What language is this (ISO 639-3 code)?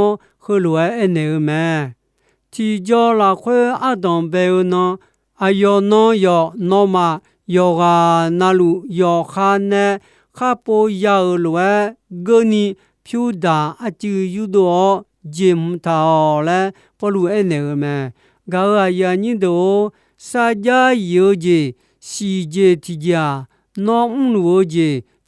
ahk